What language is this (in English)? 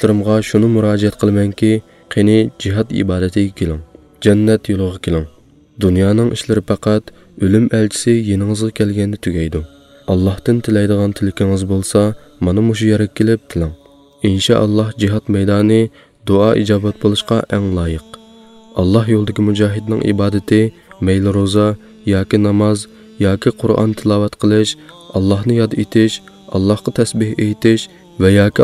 Uyghur